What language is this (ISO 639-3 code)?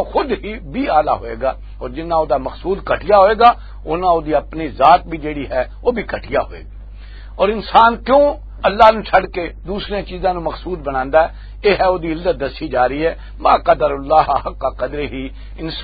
lah